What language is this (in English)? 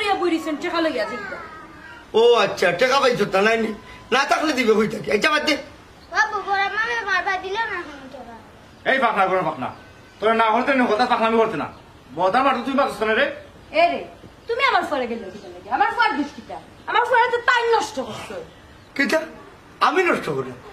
Sylheti